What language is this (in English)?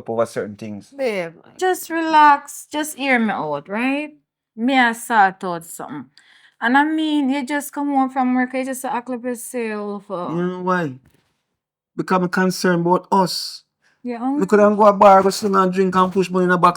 Jamaican Creole English